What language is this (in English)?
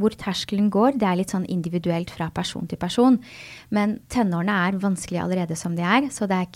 Norwegian